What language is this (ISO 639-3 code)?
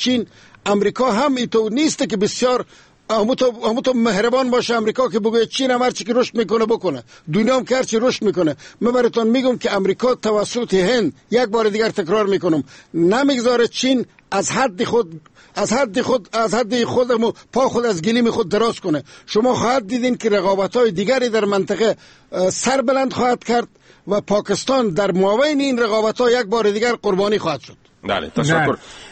fas